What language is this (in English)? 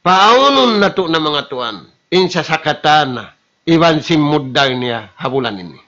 Tausug